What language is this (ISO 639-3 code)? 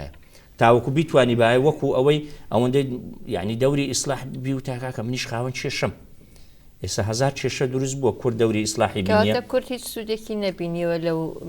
ckb